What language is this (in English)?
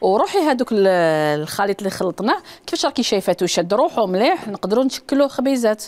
Algerian Arabic